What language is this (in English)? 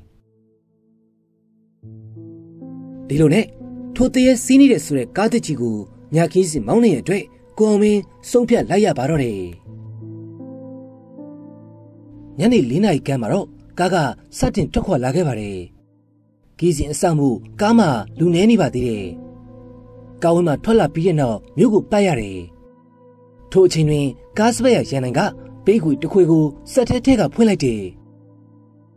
Burmese